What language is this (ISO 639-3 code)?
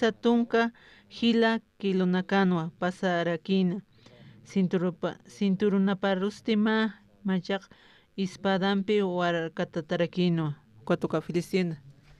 aym